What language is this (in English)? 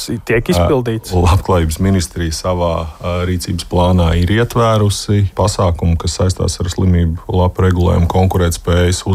Latvian